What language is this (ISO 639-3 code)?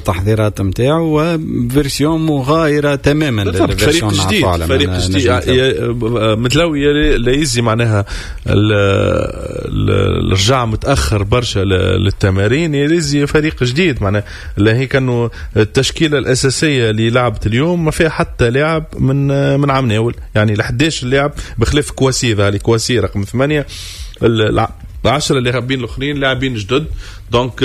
aeb